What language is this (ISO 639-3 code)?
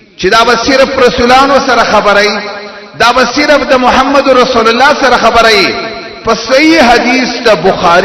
pus